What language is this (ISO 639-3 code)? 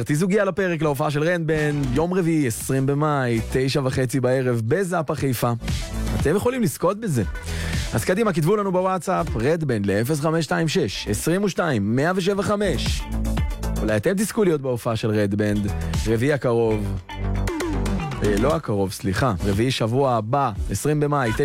heb